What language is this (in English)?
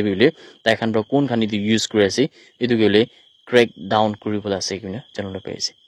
Naga Pidgin